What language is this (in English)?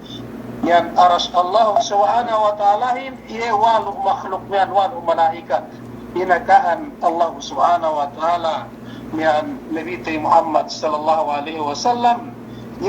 Yakan